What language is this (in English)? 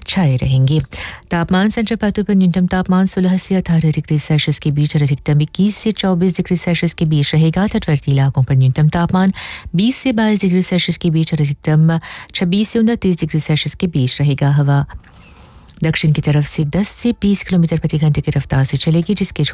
Hindi